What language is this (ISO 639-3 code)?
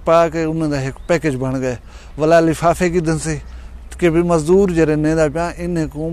skr